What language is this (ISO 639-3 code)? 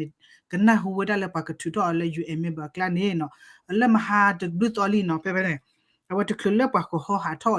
ksw